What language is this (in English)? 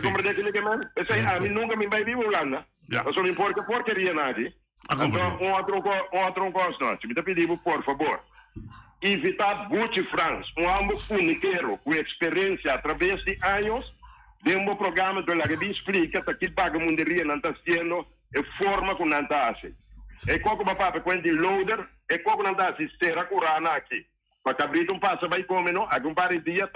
Papiamento